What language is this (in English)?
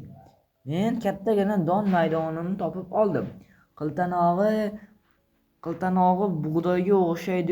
Uzbek